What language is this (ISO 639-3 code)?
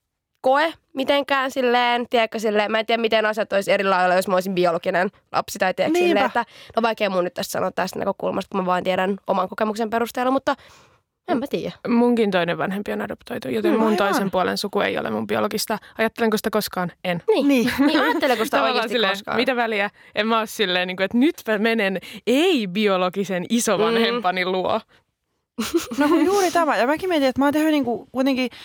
fin